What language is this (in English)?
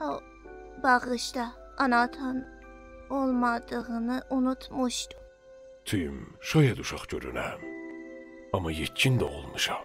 South Azerbaijani